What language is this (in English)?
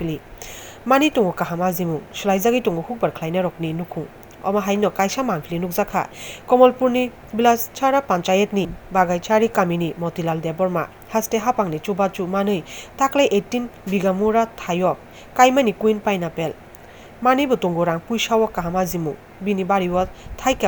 Kok Borok